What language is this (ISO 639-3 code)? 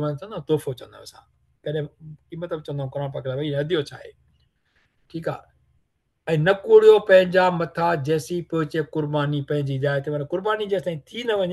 snd